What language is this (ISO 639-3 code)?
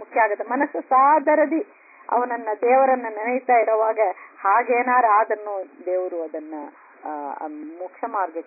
kan